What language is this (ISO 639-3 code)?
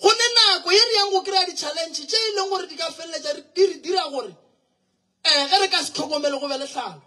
nso